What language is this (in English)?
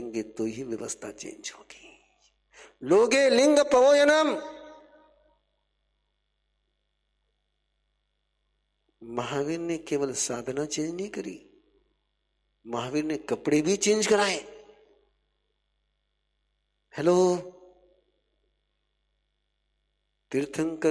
Hindi